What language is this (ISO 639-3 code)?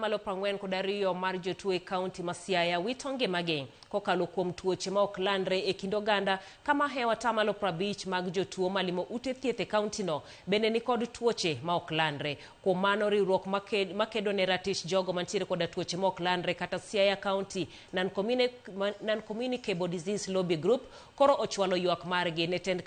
luo